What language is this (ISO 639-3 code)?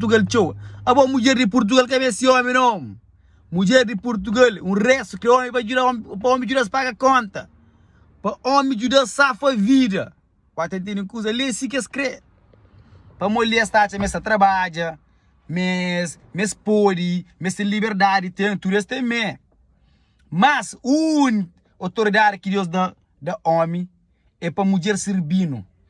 kea